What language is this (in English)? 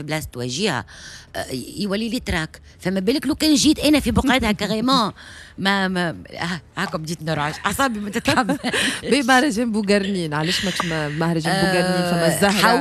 Tunisian Arabic